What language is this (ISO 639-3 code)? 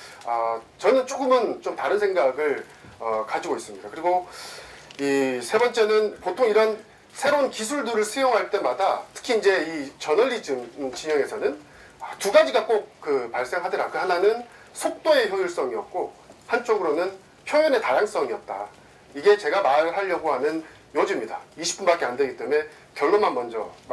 kor